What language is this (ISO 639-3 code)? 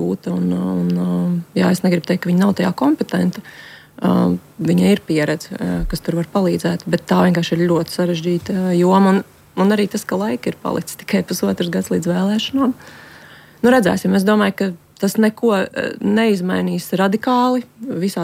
lav